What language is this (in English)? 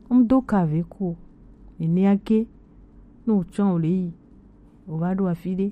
Gen